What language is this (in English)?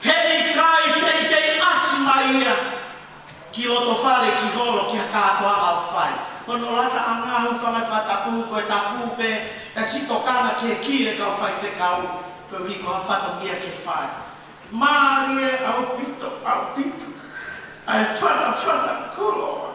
Tongan